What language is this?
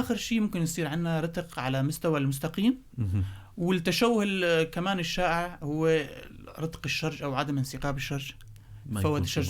North Levantine Arabic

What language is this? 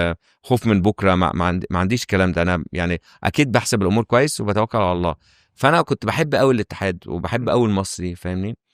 Egyptian Arabic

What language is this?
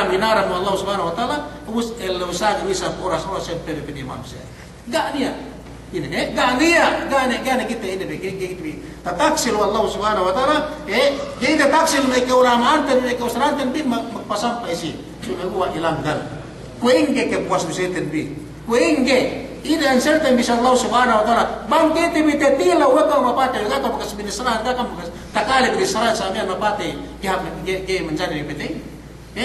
Yakan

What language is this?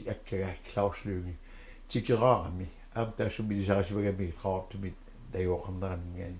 Kalaallisut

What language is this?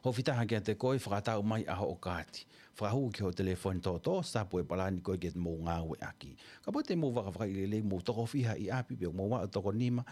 Tongan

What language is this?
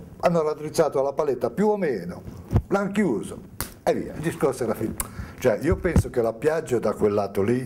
Italian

